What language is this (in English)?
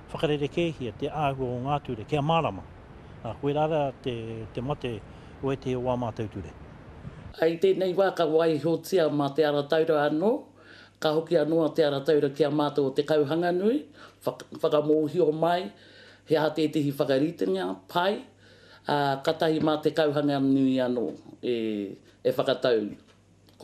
Māori